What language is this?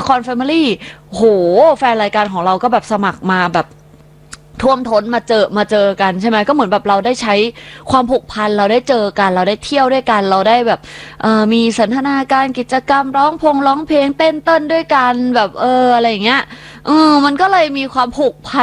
Thai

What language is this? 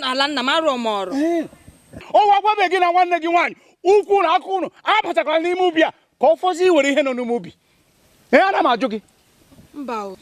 Igbo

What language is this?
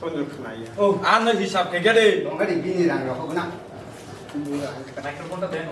Kok Borok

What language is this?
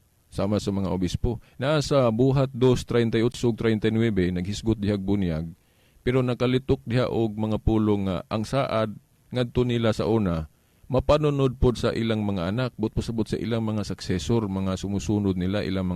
Cebuano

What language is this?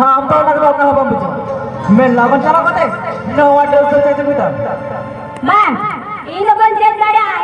Santali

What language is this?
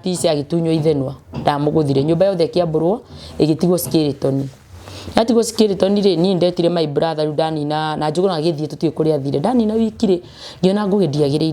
Kikuyu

